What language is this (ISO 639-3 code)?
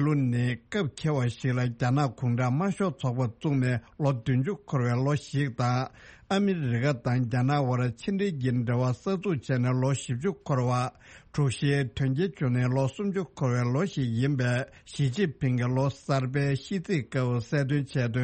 bod